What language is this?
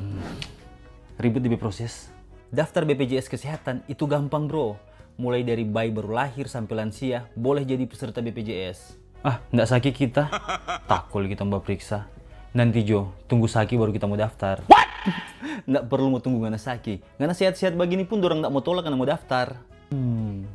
Manado Malay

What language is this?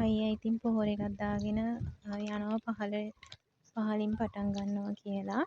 Sinhala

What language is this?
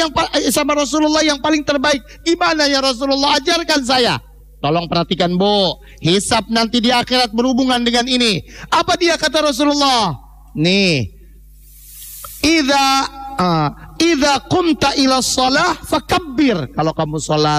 Indonesian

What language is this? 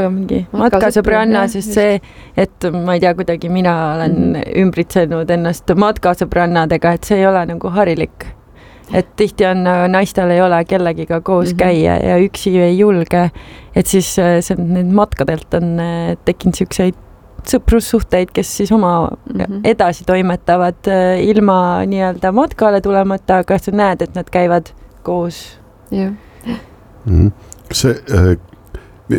Estonian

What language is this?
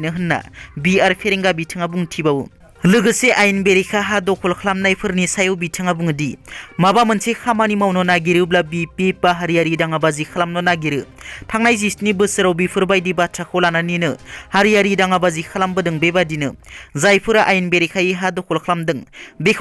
Bodo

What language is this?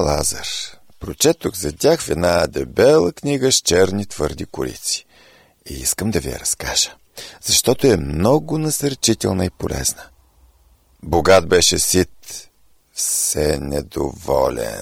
Bulgarian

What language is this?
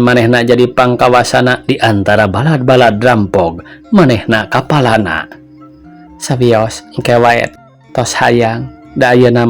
Sundanese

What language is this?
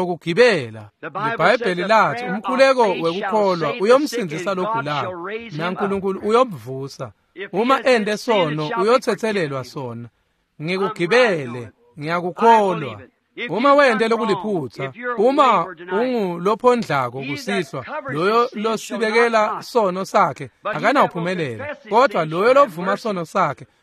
Swati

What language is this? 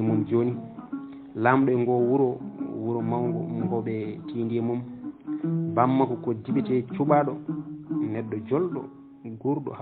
Fula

